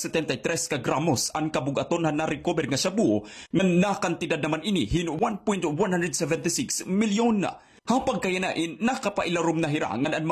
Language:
Waray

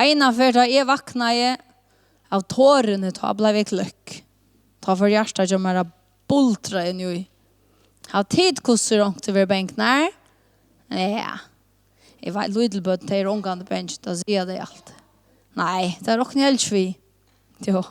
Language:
Faroese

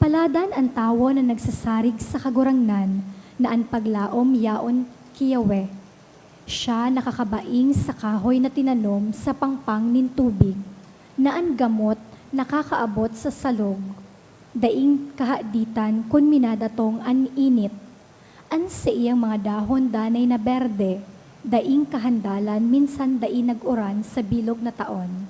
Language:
Bikol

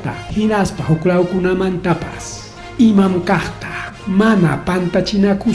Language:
Ayacucho Quechua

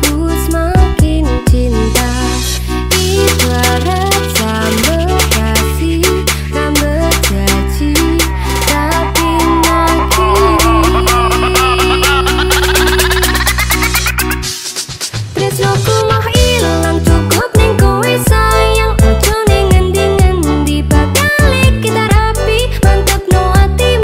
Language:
Indonesian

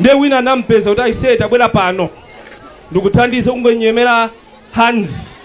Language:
Nyanja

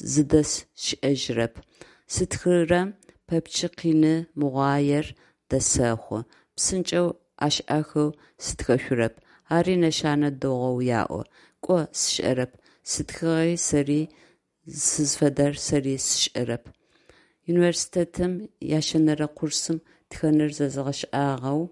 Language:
Adyghe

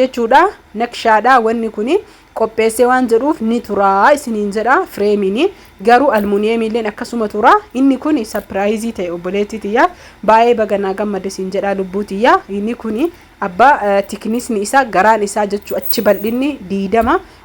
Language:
Oromo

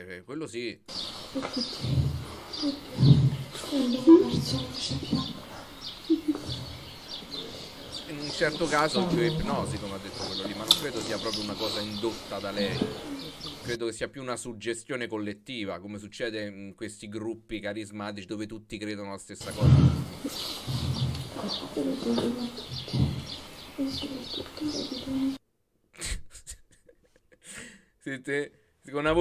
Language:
Italian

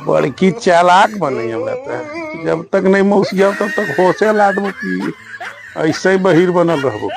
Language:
Magahi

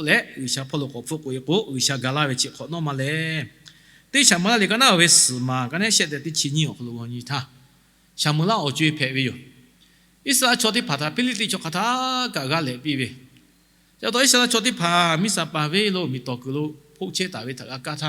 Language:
Lahu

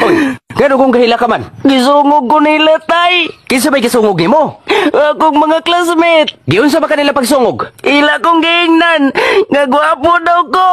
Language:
Cebuano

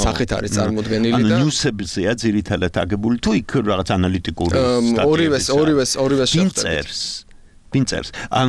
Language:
Georgian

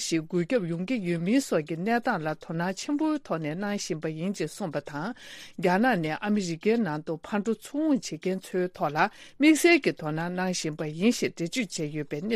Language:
Tibetan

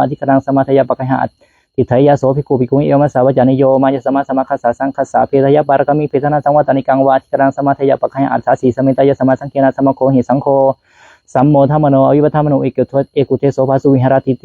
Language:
Pali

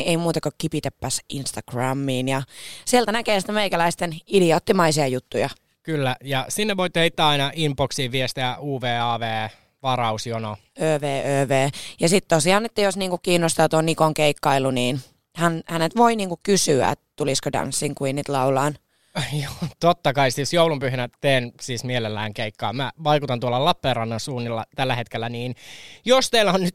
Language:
Finnish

